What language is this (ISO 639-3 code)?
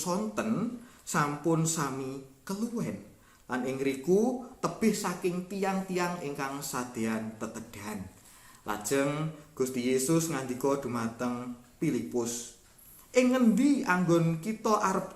jav